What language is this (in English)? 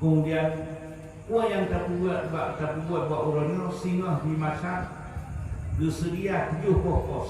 Achinese